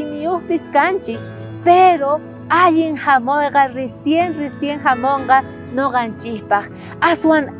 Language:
South Bolivian Quechua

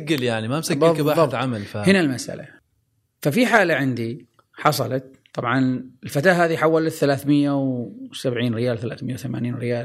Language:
Gulf Arabic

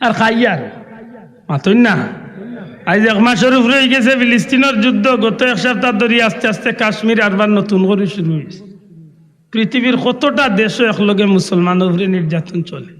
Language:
Sylheti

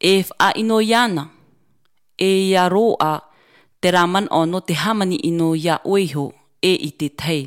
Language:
Tahitian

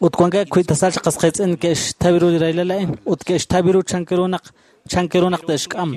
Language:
Kekchí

